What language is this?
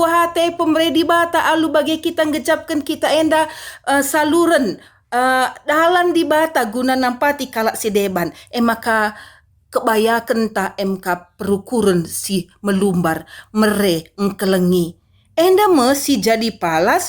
Batak Karo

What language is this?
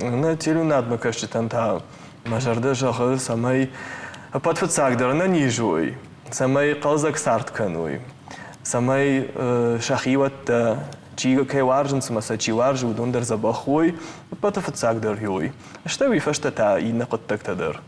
Ossetic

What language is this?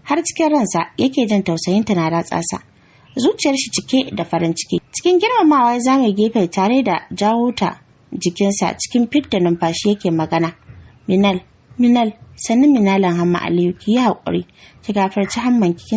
Hausa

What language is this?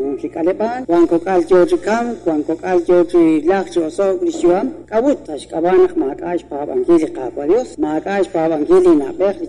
Kekchí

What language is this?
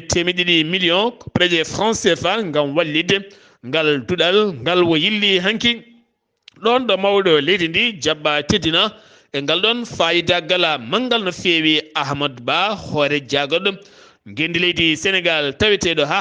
Fula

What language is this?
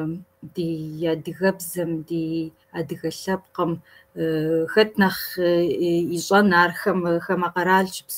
Kabardian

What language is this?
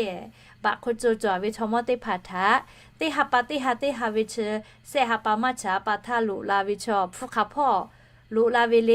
Lahu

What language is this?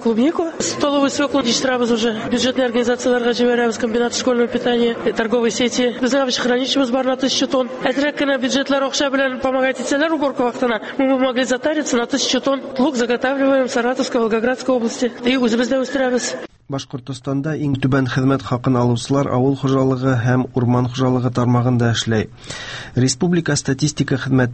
Tatar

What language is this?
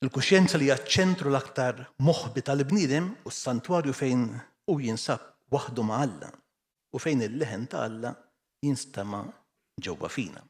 Maltese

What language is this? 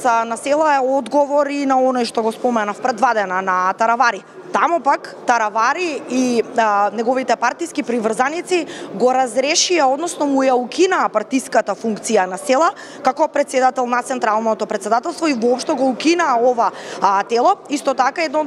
Macedonian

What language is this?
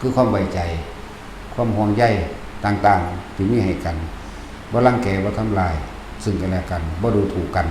Lao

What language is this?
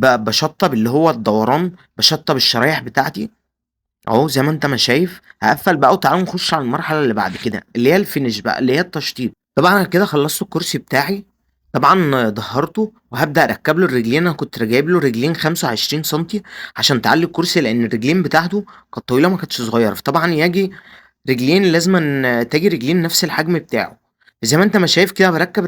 Egyptian Arabic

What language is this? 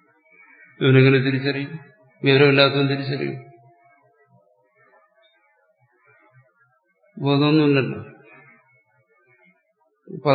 Malayalam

